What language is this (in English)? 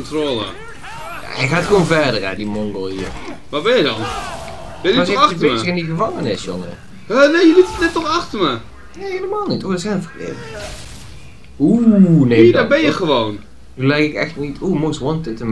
Dutch